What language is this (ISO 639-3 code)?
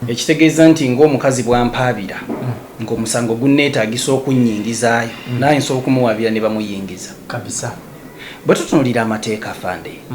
lug